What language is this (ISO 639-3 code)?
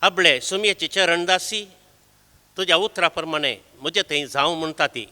kok